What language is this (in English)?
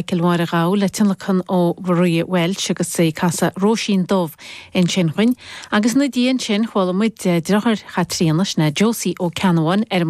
Irish